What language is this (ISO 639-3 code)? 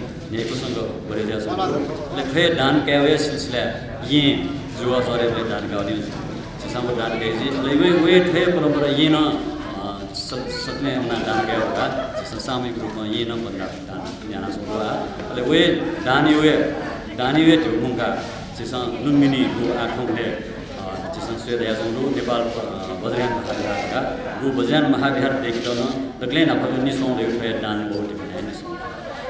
new